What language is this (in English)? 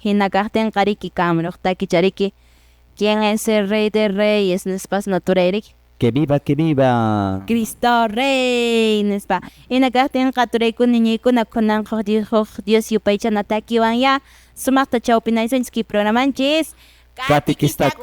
Quechua